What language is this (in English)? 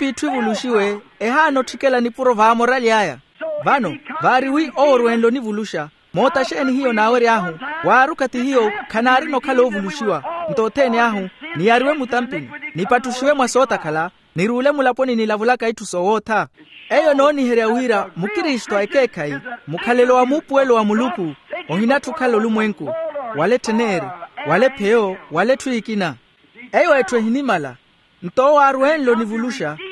Makhuwa